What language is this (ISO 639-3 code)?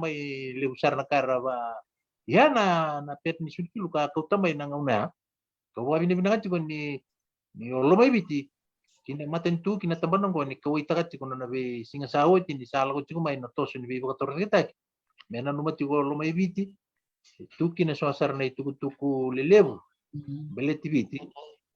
fij